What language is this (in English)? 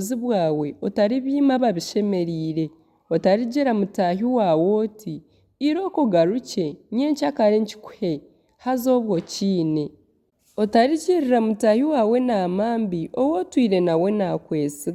Nyankole